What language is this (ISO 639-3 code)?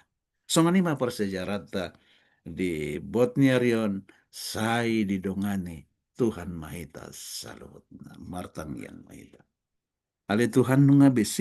bbc